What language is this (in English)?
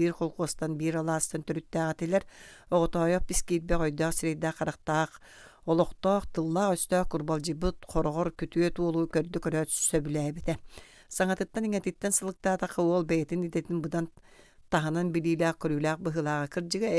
Yakut